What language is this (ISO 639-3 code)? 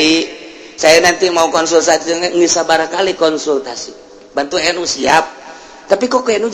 sun